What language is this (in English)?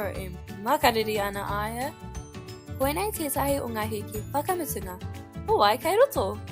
Māori